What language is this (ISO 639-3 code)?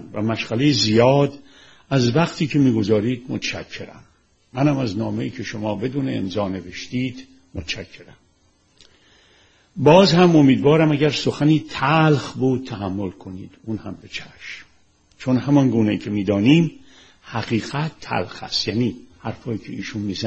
fas